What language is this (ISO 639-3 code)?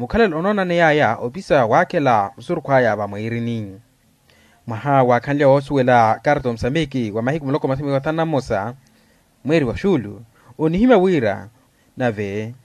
vmw